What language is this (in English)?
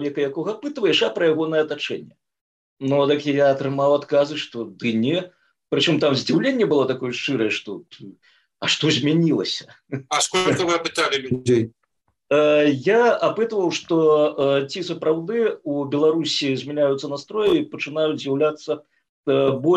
Belarusian